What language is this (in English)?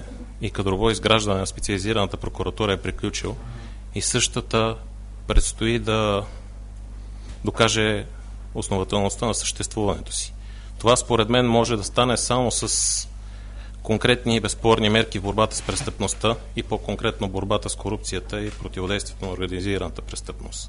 Bulgarian